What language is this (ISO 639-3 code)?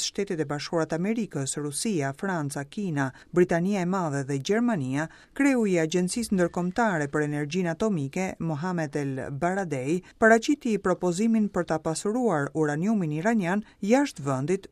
sqi